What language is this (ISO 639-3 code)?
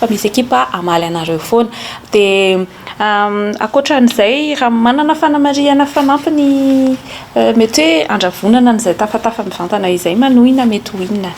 mlg